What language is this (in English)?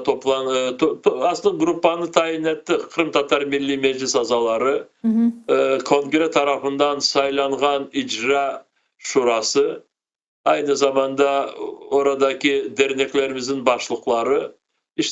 Crimean Tatar